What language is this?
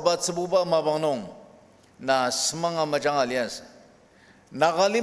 Ao Naga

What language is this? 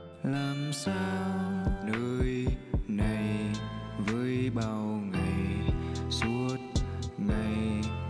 Filipino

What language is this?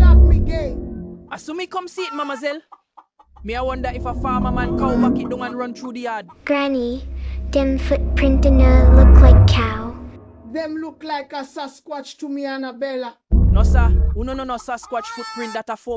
Jamaican Creole English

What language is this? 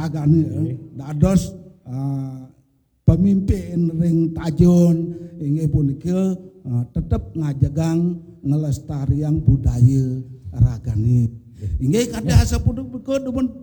Balinese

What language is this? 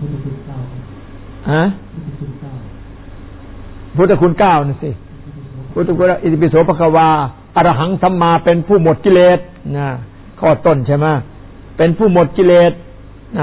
Thai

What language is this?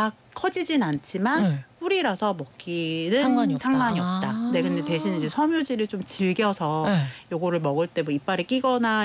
Korean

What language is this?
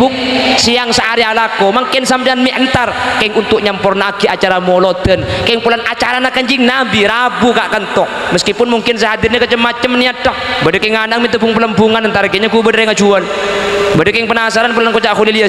Madurese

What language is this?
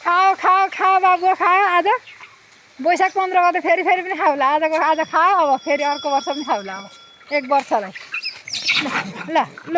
Nepali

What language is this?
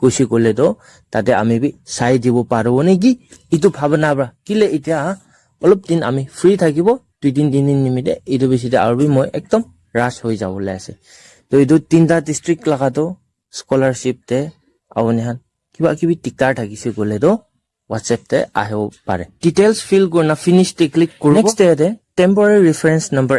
Naga Pidgin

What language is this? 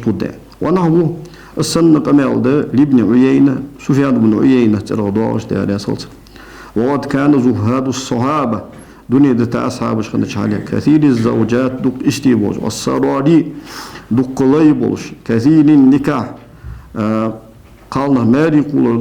Ingush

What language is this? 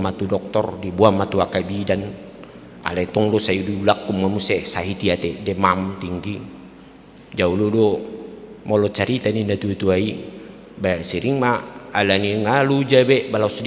Batak Toba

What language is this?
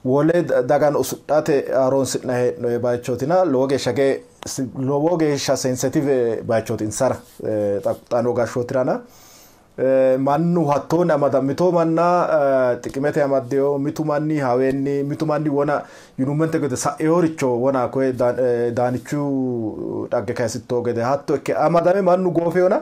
Sidamo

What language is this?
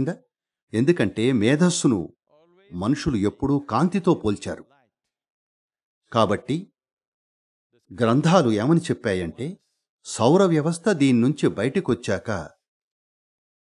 Telugu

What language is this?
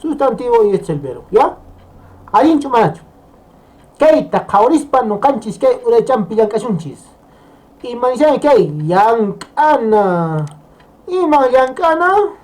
Quechua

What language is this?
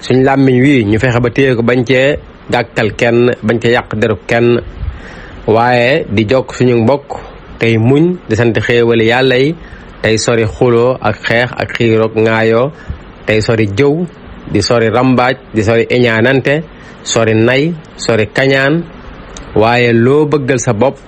Wolof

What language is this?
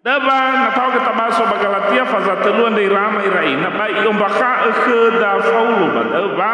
Nias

